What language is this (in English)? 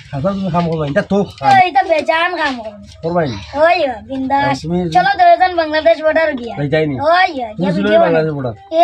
Sylheti